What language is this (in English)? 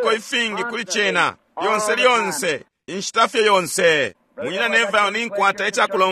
Bemba